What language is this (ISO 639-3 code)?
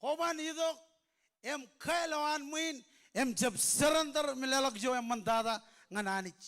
mah